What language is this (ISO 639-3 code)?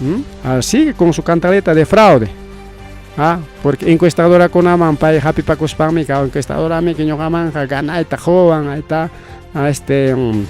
quy